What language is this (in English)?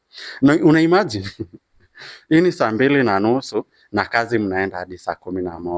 Swahili